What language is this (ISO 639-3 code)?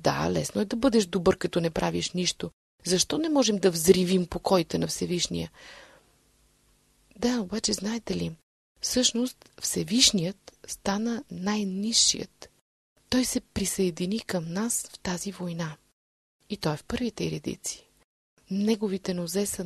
bul